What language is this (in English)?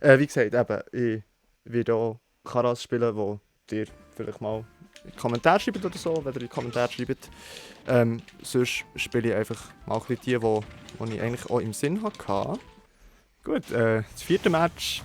Swiss German